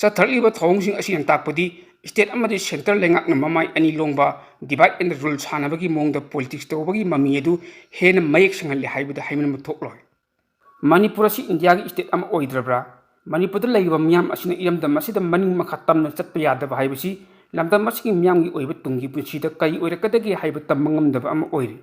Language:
Manipuri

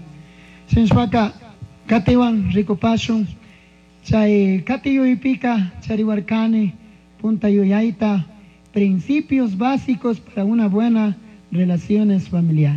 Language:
Chimborazo Highland Quichua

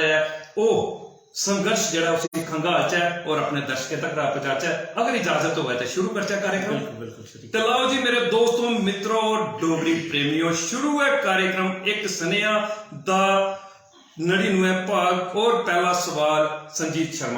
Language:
Dogri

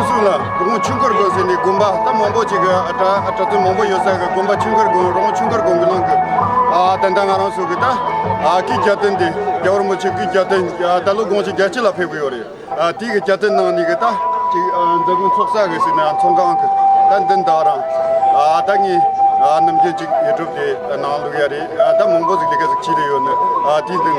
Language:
Tibetan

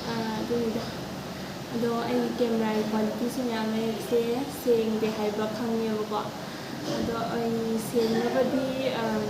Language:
Manipuri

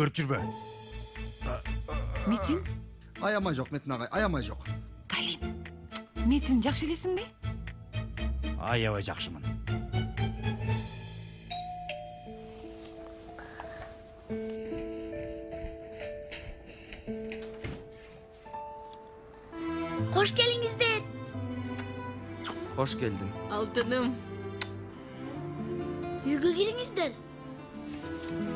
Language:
Kyrgyz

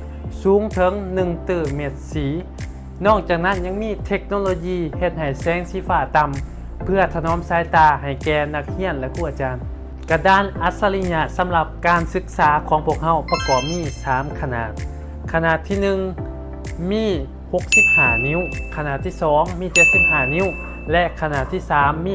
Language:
Lao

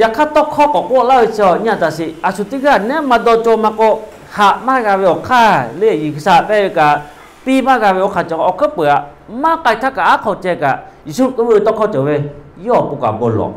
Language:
Lahu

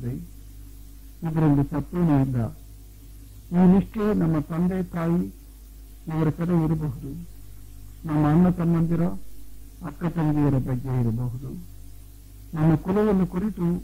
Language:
Kannada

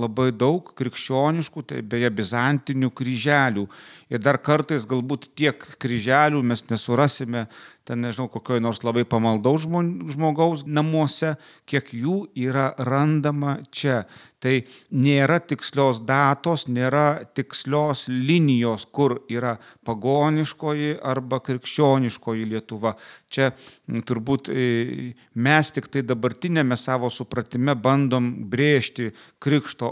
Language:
Lithuanian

